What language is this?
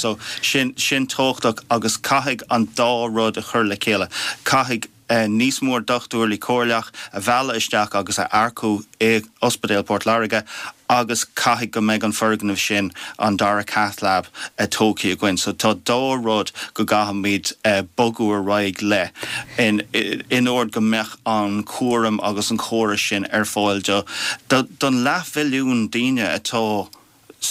Irish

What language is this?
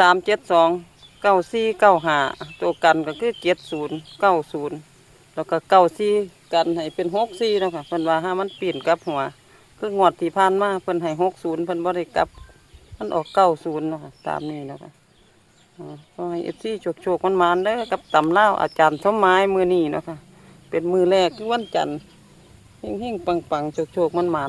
Northeastern Thai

